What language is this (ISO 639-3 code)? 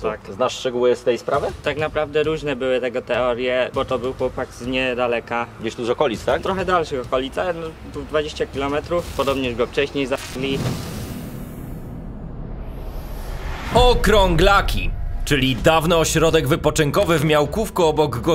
pol